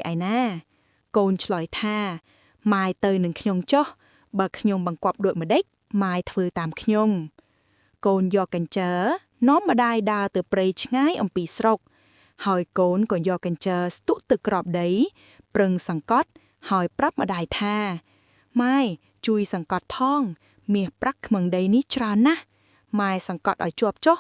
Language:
Khmer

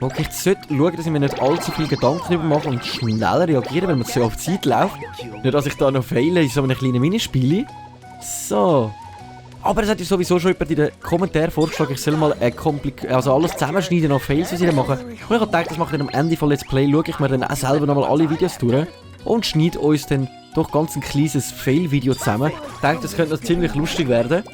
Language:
Swiss German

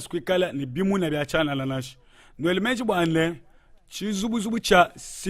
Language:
Luba-Lulua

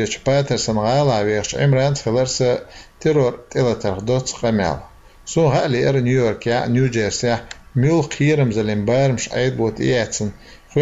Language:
Chechen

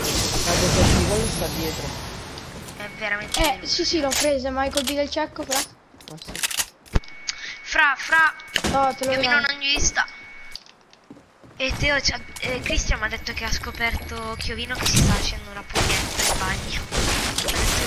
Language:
Italian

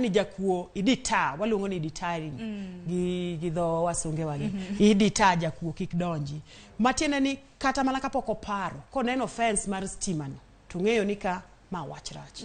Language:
Luo (Kenya and Tanzania)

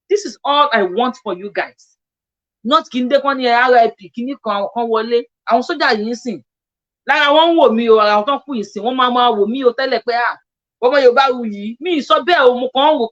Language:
Yoruba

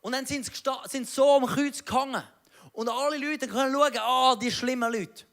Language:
Swiss German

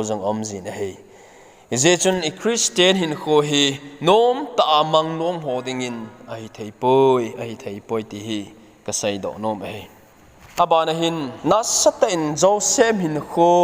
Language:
Thado Chin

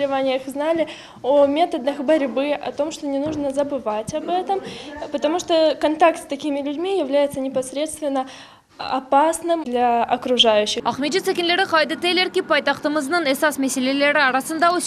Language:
Crimean Tatar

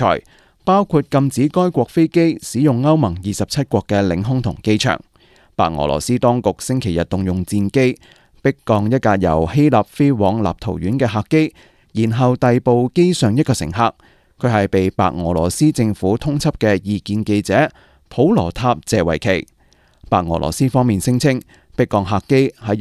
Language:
Cantonese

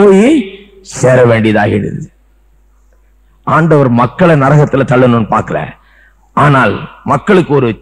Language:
Tamil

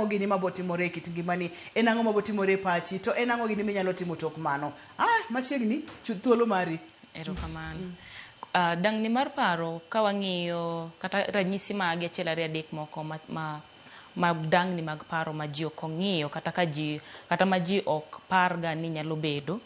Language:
Luo (Kenya and Tanzania)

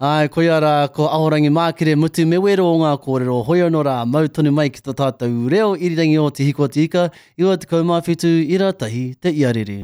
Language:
Māori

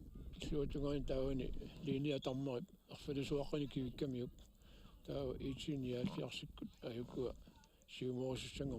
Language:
Kalaallisut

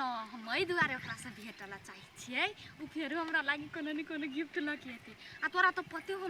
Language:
Maithili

